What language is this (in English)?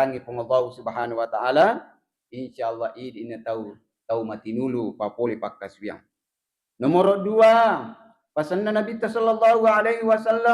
Buginese